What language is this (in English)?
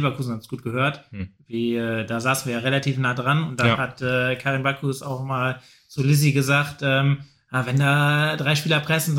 German